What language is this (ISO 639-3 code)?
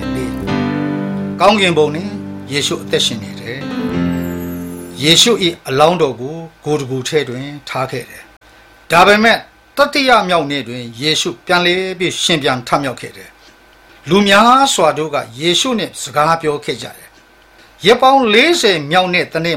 mya